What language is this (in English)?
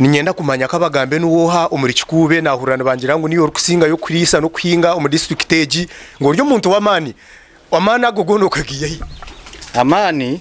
Nyankole